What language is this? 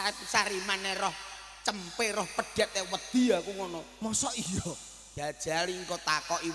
Javanese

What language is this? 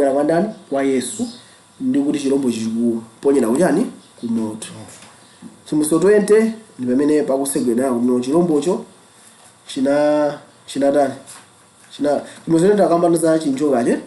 Nyanja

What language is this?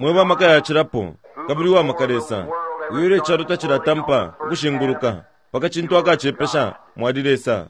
Bemba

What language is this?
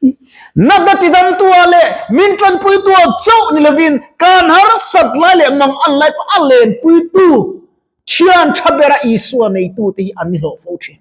Mizo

